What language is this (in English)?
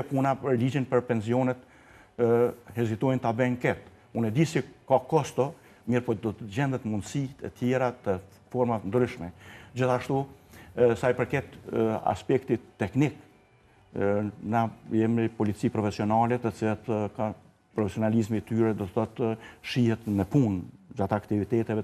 Albanian